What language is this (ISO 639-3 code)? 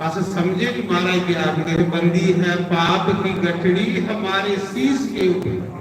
doi